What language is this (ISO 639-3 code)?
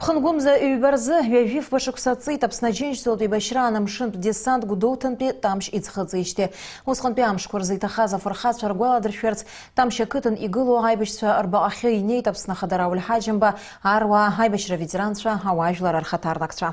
abk